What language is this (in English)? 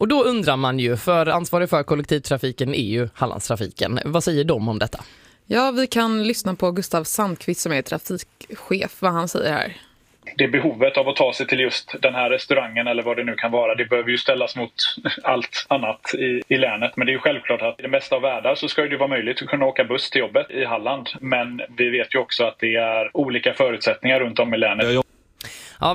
Swedish